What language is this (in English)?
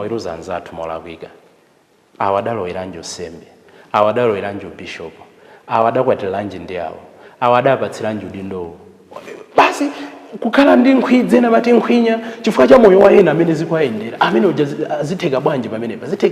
Nyanja